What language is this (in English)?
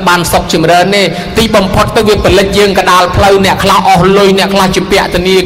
Khmer